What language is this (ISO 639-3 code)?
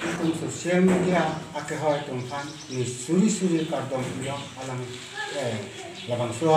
mjw